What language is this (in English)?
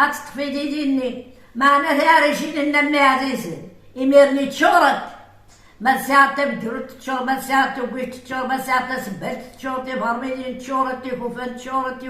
Kabyle